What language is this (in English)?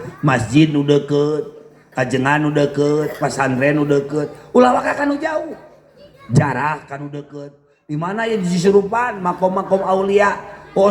Sundanese